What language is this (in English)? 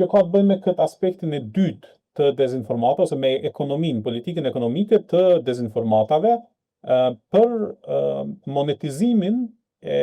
Albanian